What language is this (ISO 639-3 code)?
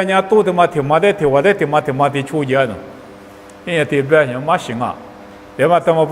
lis